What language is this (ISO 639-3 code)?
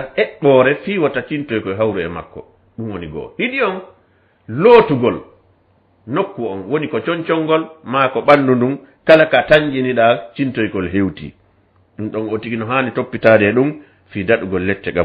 ful